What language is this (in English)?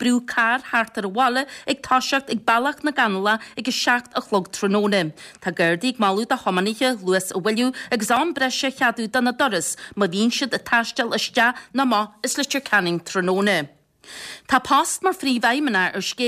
Irish